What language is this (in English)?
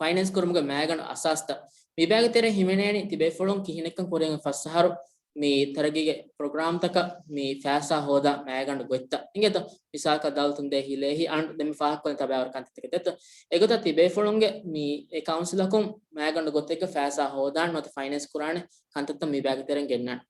Divehi